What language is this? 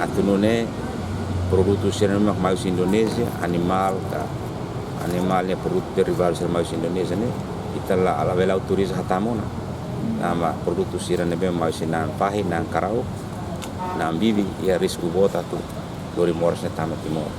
Tetum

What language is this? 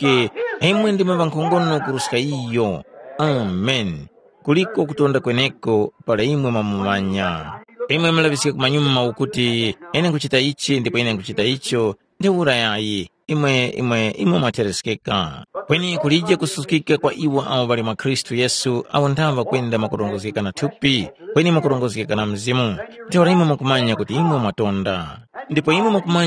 Tumbuka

